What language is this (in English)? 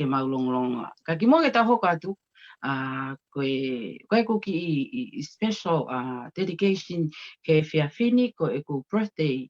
Tongan